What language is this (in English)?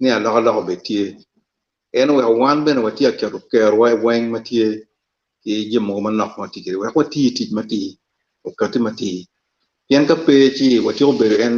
Acoli